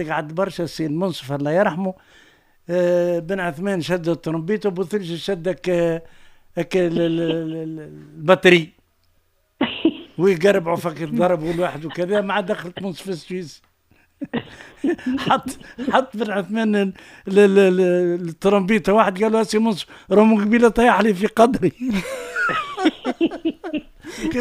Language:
Tunisian Arabic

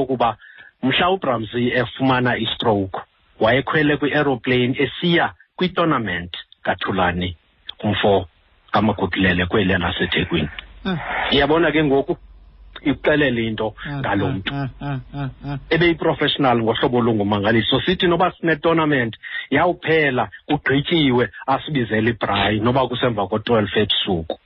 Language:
Xhosa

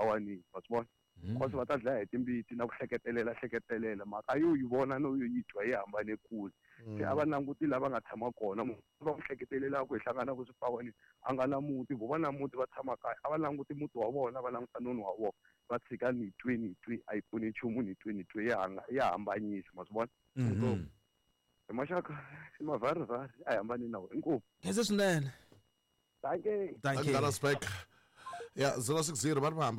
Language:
Tsonga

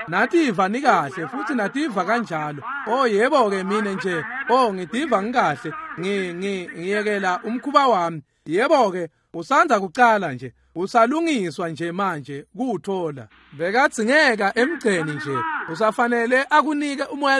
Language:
Swati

